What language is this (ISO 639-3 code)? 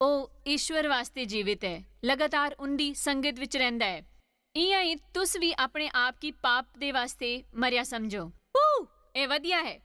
doi